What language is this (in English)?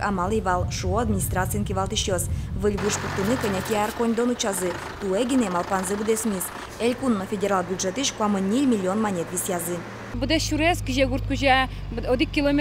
Udmurt